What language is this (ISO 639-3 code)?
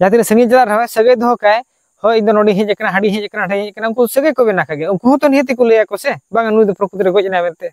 sat